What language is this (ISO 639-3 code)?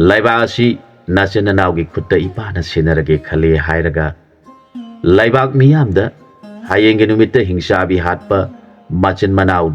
mni